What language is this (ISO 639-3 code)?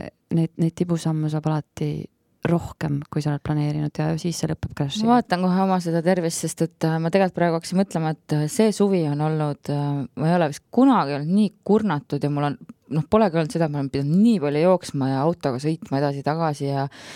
est